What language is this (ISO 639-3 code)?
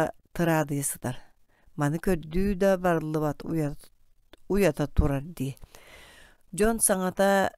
sah